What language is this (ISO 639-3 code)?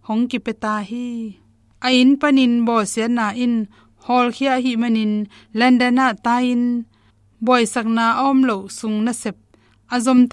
ctd